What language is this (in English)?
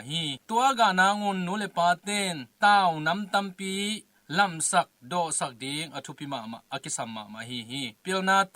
Tedim Chin